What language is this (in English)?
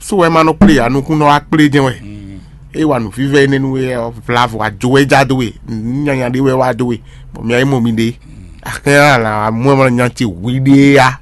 Fon